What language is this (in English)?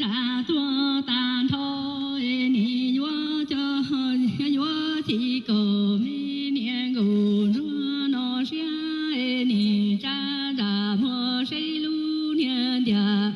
Hmong